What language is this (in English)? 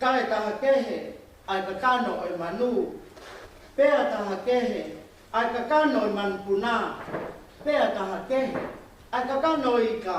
Tongan